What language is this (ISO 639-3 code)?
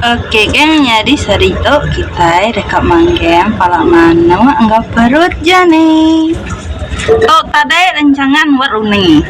iba